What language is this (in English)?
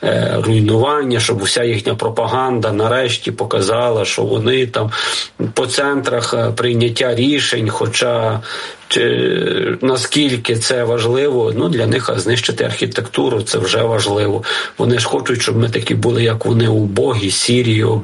Ukrainian